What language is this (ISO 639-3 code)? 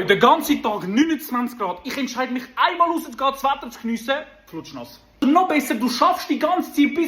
gsw